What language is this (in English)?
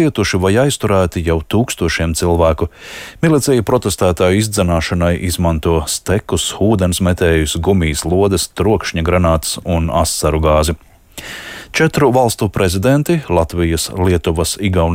Latvian